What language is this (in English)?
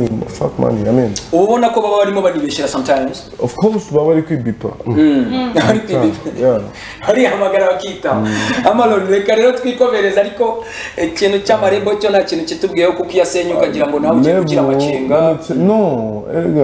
Kinyarwanda